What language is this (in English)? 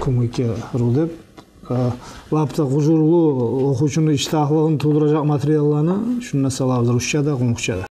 Kumyk